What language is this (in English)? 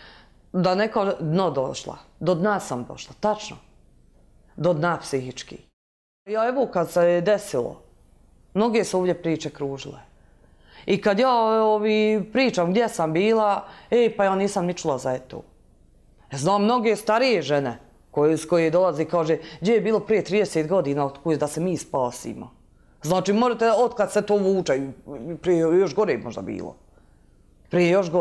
Bosnian